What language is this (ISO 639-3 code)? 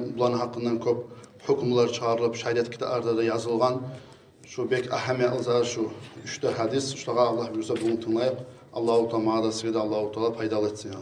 kum